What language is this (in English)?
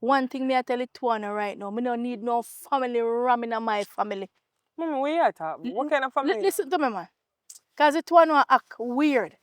Jamaican Creole English